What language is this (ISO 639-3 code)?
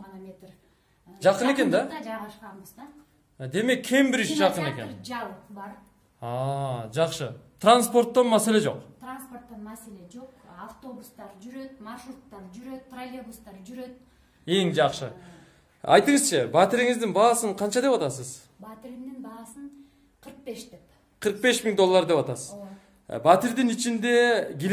kir